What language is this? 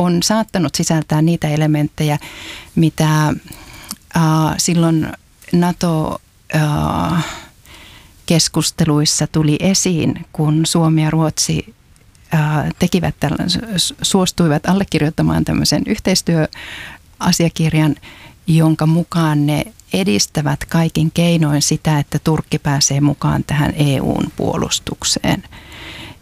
Finnish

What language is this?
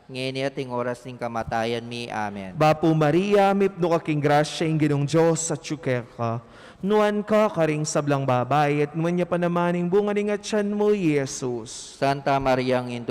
Pampanga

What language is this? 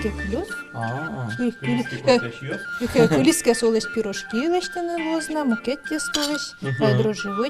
Udmurt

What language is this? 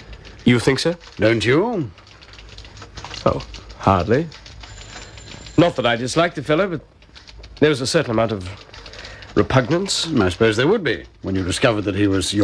English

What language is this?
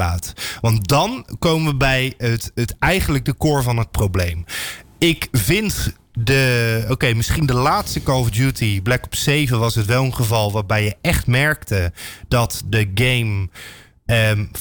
Dutch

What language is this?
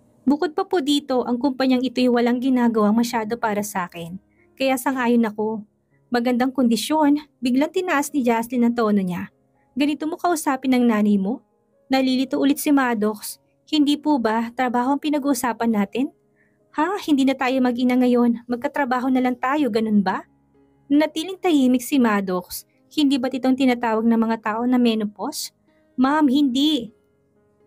Filipino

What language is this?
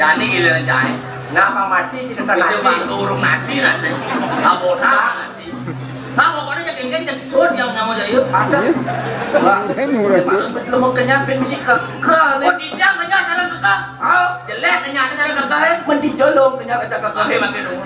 Balinese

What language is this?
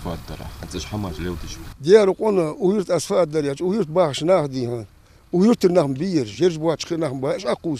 Ingush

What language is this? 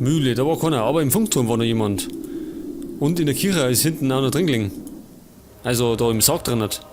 Bavarian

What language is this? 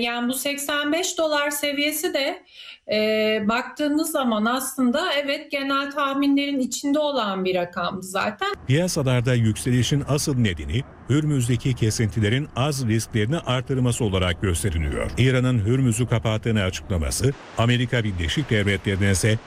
Turkish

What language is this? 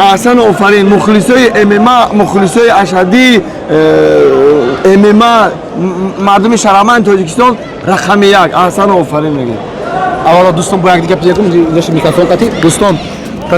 Tajik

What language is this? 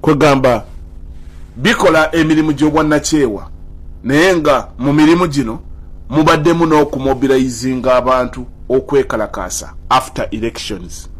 Ganda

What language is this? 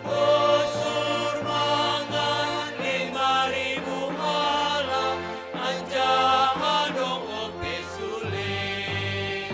Batak Simalungun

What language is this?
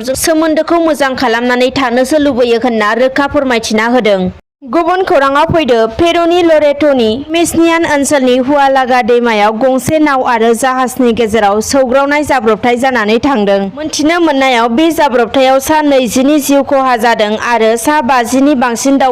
Bodo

